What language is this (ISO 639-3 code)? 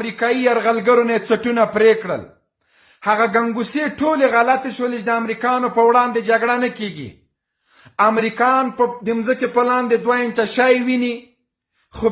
pus